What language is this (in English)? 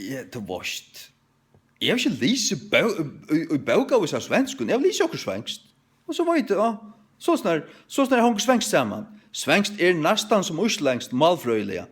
Faroese